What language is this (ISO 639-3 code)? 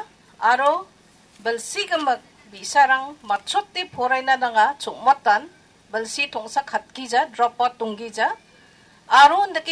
grt